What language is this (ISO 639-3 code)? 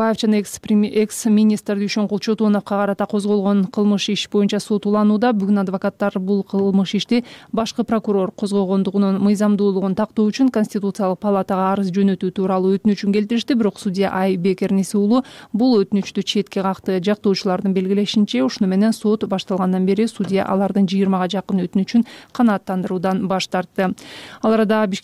kir